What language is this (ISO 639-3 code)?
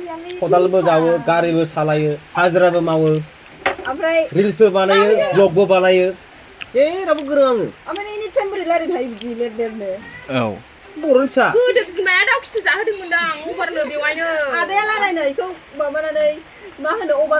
brx